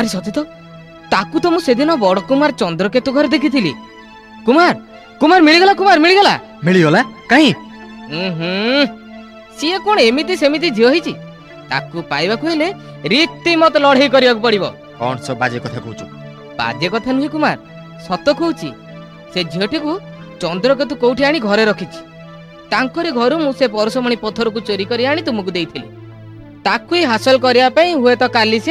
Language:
Odia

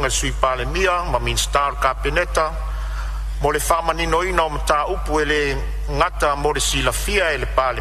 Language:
Samoan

